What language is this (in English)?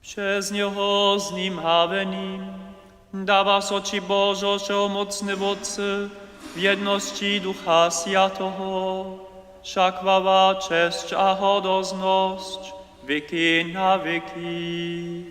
Upper Sorbian